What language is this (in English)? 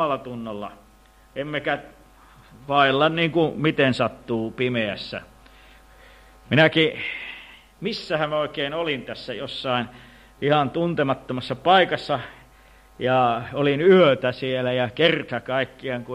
Finnish